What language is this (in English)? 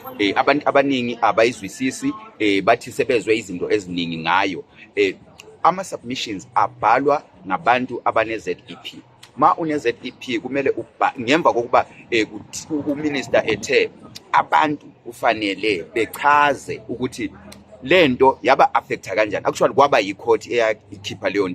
Zulu